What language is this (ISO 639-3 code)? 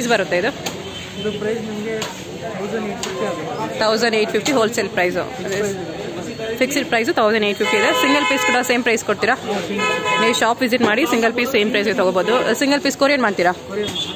kan